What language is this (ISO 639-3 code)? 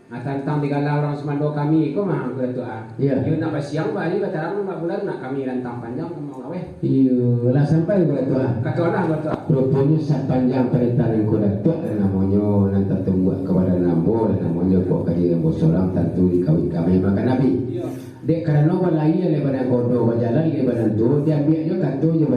min